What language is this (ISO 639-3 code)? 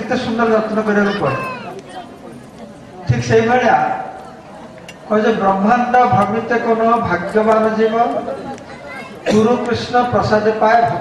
ori